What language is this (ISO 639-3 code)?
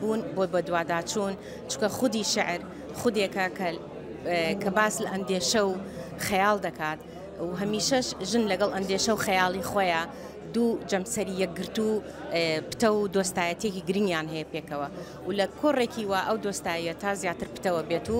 ckb